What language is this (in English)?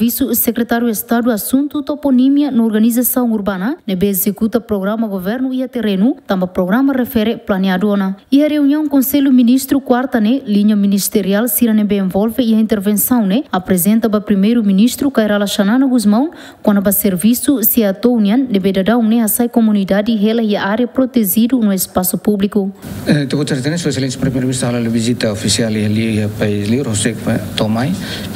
Tetum